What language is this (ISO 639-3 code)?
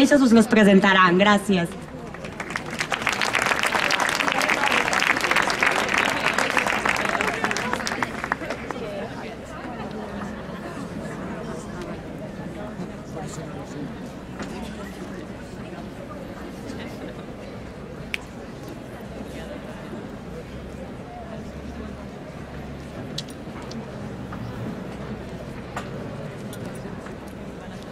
cat